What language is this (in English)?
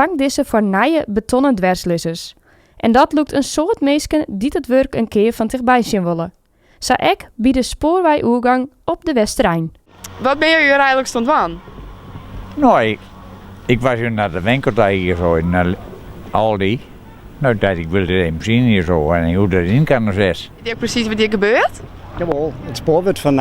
Western Frisian